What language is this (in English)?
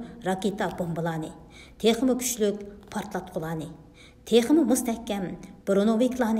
Uyghur